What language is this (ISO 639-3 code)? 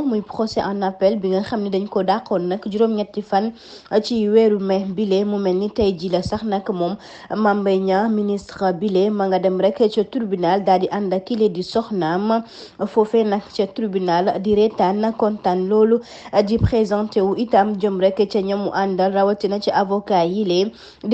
wol